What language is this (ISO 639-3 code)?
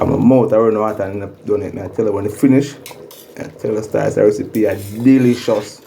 jam